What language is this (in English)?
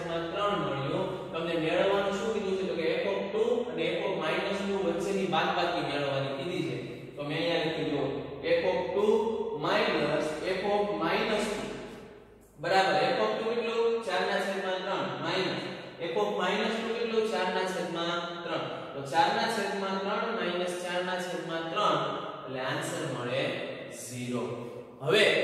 Gujarati